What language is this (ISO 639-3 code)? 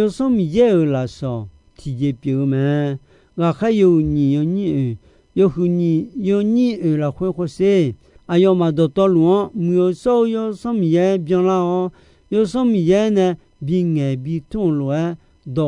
ahk